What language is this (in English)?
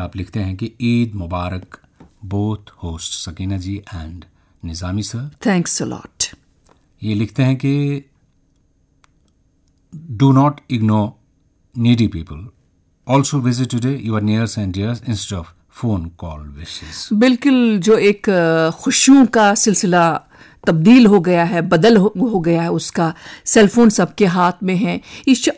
Urdu